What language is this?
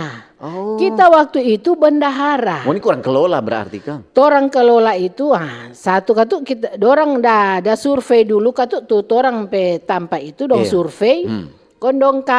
Manado Malay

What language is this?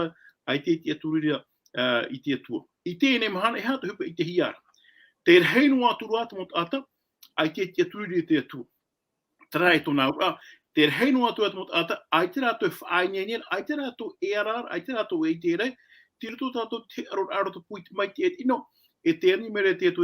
Tahitian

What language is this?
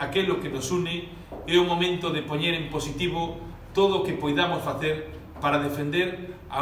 Galician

